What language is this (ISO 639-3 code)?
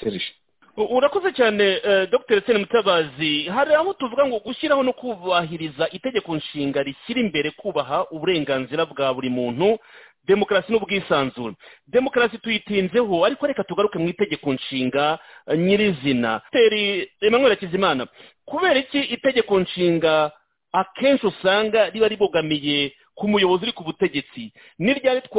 kin